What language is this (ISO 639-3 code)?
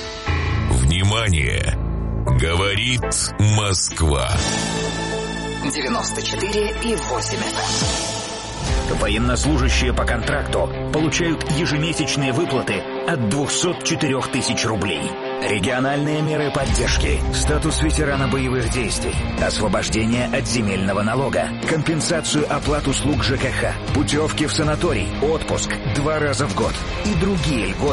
rus